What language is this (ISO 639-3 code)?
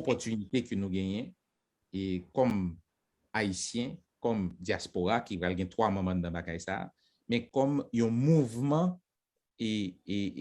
hat